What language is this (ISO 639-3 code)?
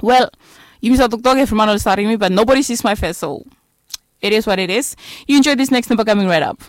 bis